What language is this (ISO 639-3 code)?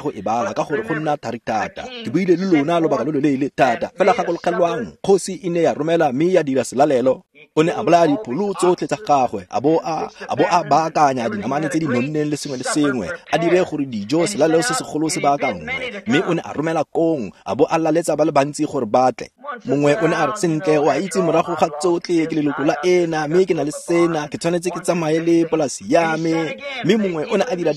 tsn